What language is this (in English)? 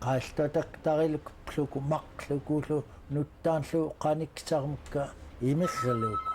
Central Yupik